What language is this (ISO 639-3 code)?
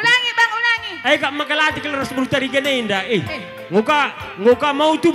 btx